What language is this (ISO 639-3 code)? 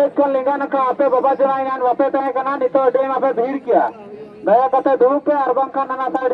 sat